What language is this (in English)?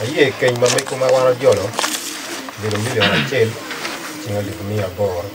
Acoli